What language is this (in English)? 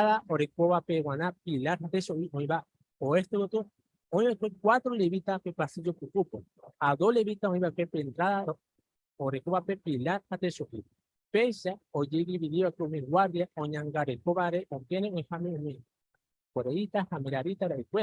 Guarani